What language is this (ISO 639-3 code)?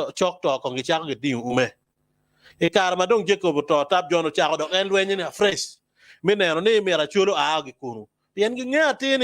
ach